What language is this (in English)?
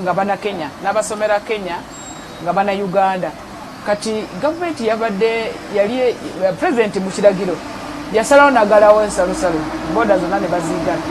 Ganda